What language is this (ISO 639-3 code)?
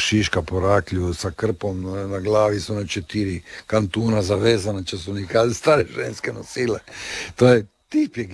hrv